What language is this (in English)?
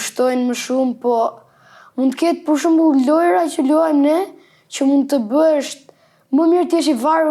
Albanian